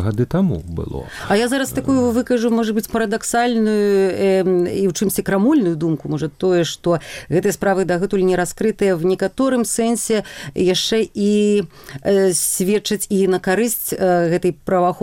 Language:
Belarusian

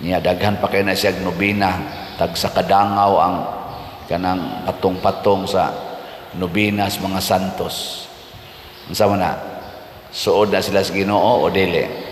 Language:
Cebuano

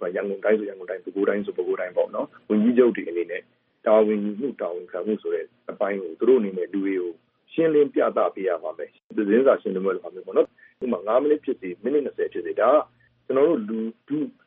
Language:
Burmese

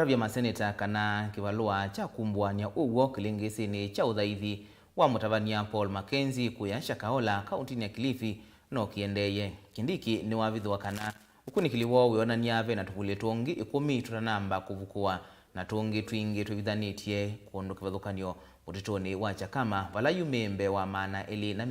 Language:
Kamba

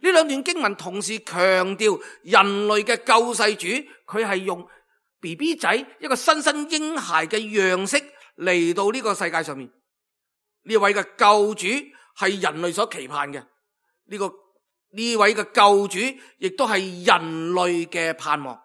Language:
Cantonese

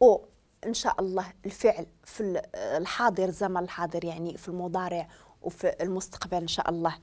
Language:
Moroccan Arabic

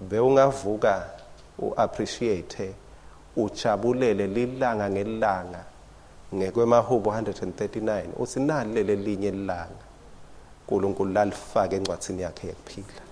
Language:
Swati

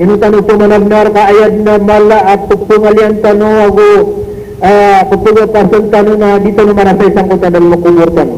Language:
Maranao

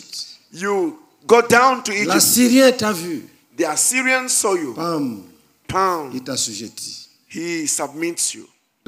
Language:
French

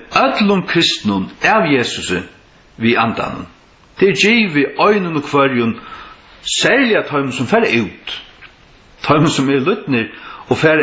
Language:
Faroese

